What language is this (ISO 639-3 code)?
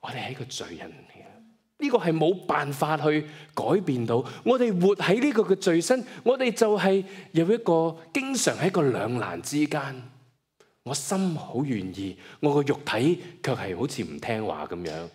yue